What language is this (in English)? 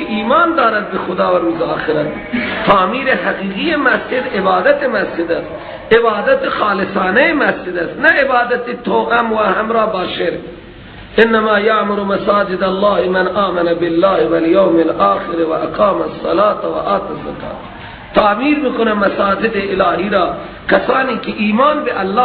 Persian